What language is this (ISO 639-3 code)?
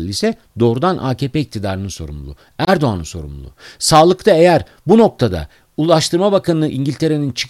tur